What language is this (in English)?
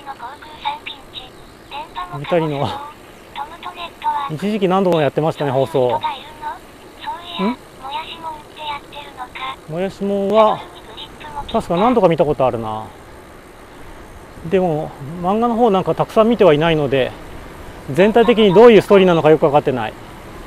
Japanese